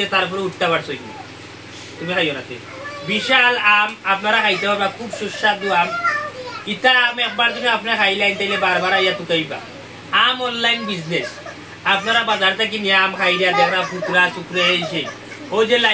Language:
Sylheti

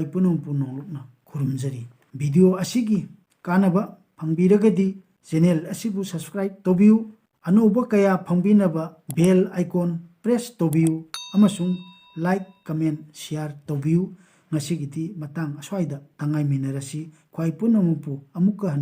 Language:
Manipuri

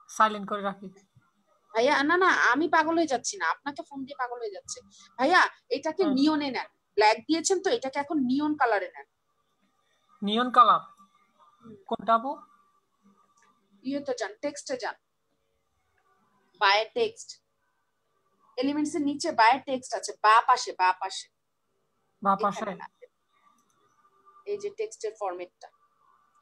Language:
Bangla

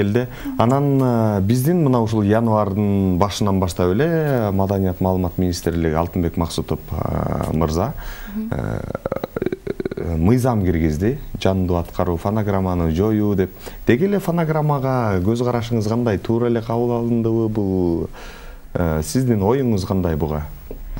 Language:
Kyrgyz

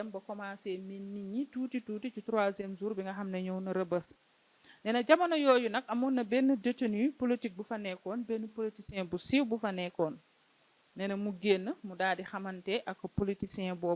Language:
Wolof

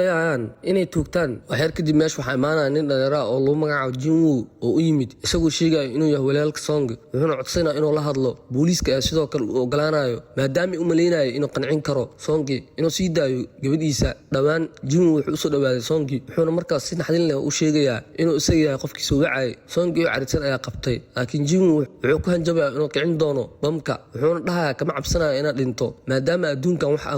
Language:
Somali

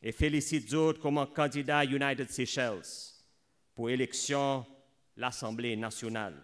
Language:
Seselwa Creole French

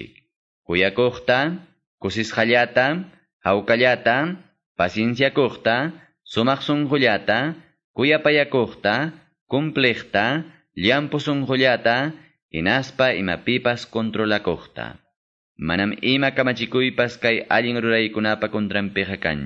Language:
Quechua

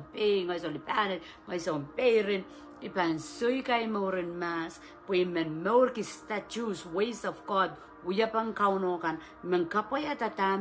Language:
Pohnpeian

